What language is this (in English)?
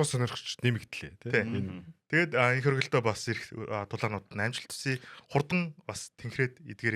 Mongolian